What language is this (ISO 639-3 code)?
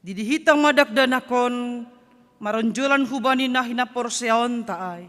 bts